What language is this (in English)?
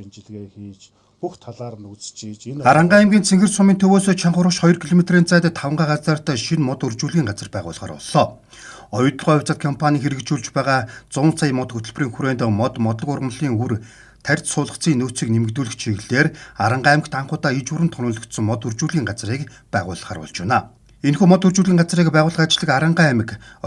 Mongolian